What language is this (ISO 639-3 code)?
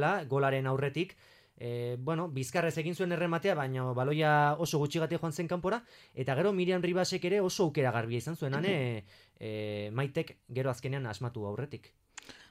eus